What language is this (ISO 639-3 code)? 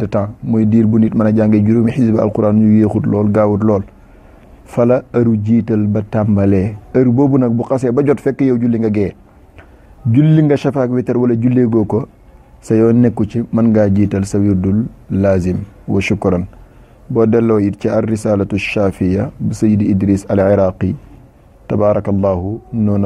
wol